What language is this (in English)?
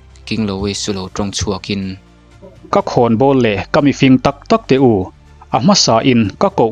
Mizo